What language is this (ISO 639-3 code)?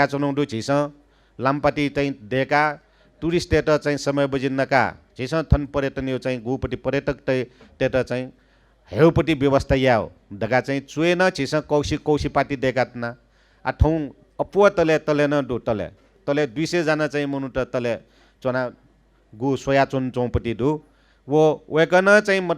new